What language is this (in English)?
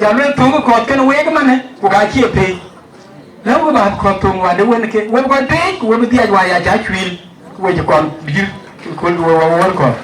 Dinka